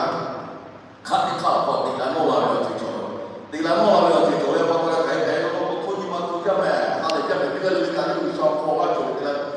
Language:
Lahu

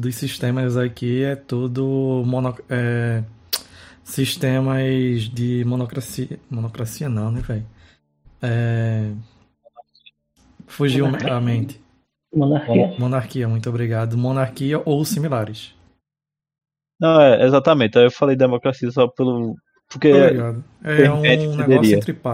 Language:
Portuguese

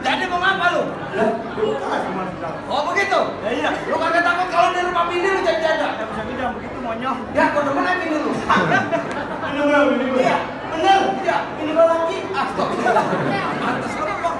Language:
Betawi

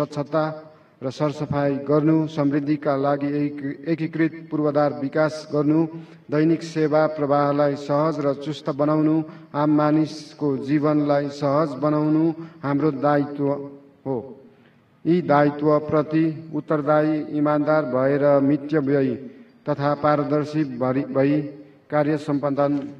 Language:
Nepali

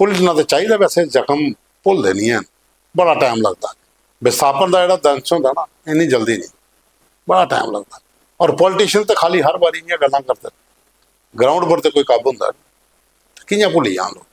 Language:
Dogri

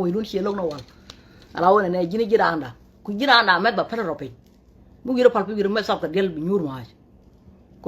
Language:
Nuer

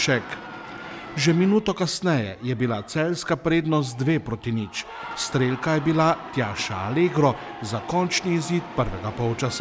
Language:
Slovenian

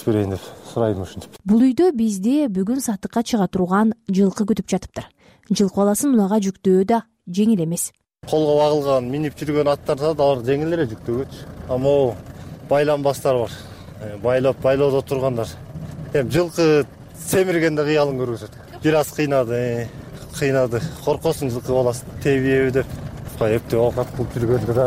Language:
Kyrgyz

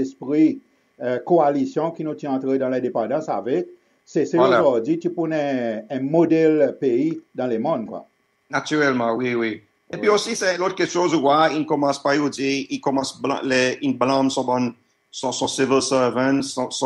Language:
Seselwa Creole French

